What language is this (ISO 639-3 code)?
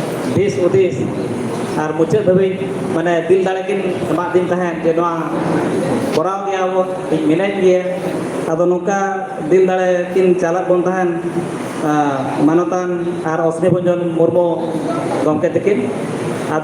sat